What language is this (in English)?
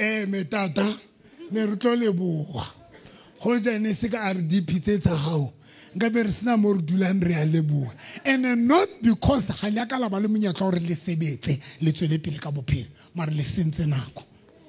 Southern Sotho